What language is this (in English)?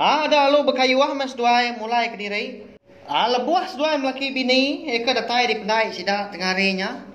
Iban